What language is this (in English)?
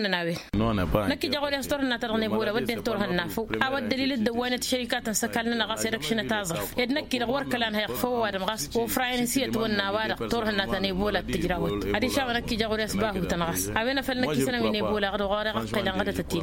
Tamasheq